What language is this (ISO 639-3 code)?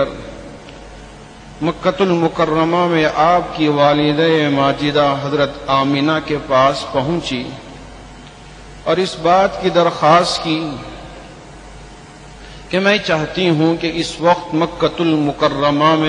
urd